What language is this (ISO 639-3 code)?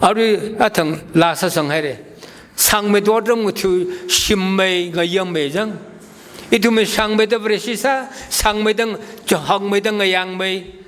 nmf